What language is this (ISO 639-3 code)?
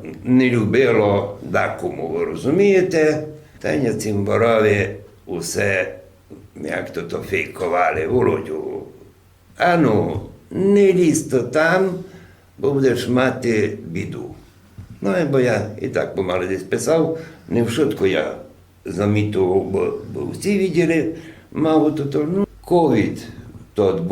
rue